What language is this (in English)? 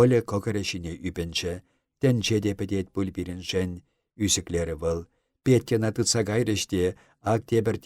Chuvash